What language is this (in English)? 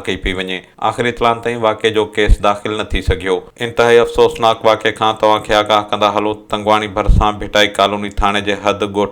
Sindhi